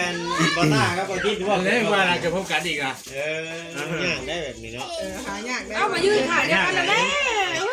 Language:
Northeastern Thai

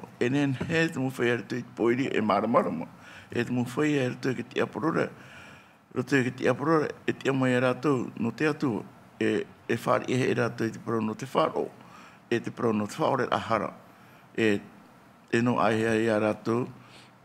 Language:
Tahitian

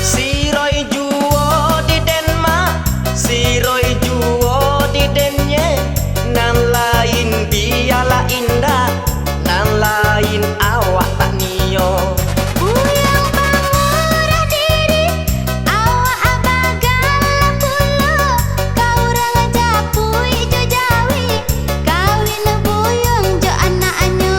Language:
Minangkabau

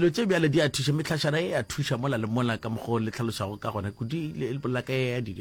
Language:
Northern Sotho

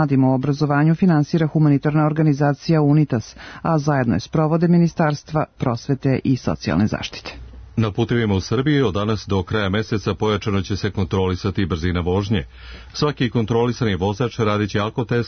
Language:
Serbian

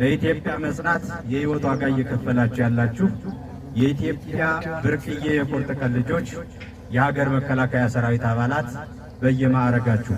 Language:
Amharic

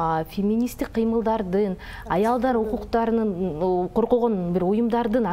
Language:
Kyrgyz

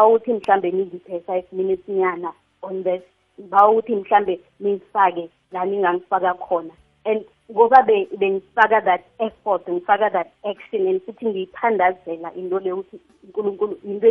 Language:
South Ndebele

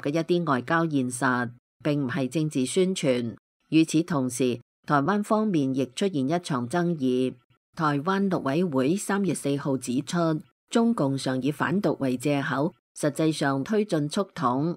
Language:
Cantonese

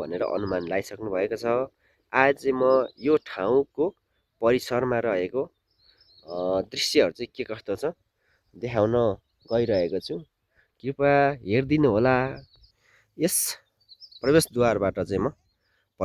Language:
Nepali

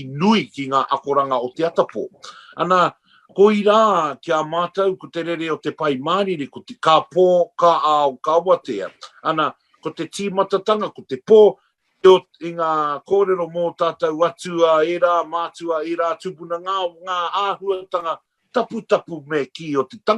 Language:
Māori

